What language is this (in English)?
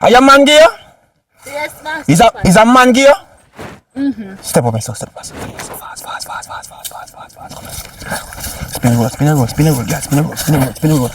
Jamaican Creole English